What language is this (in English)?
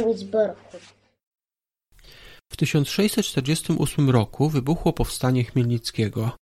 Polish